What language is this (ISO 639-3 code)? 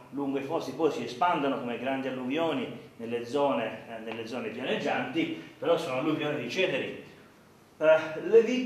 ita